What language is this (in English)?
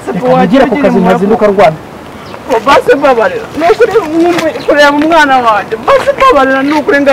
Kinyarwanda